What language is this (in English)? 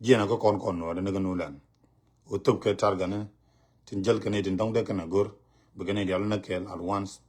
Nuer